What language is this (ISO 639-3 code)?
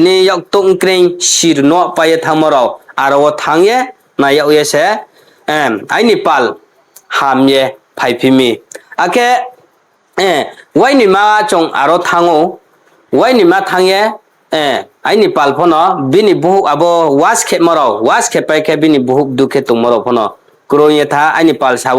ria